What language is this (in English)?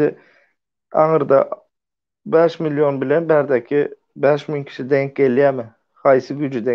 Turkmen